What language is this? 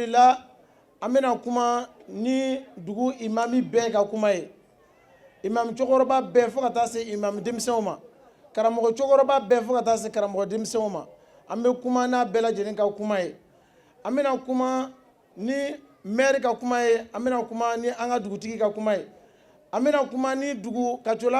Bambara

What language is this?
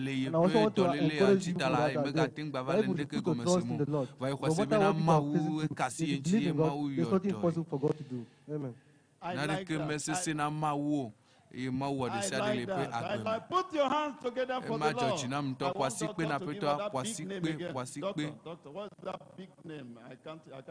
Ewe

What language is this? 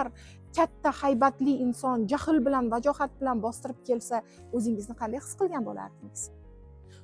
Uzbek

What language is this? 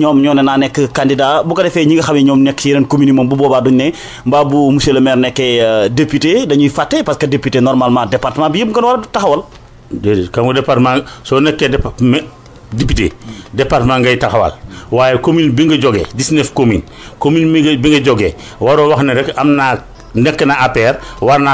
Wolof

